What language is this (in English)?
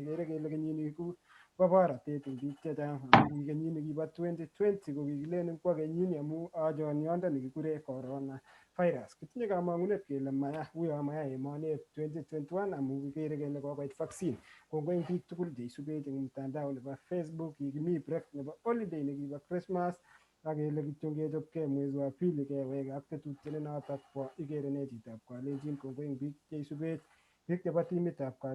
Kalenjin